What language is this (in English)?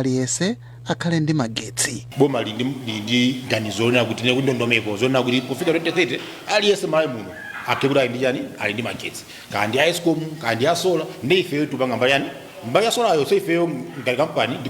Nyanja